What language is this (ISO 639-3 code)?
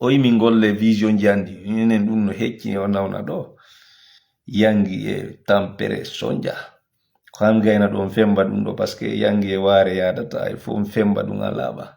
ful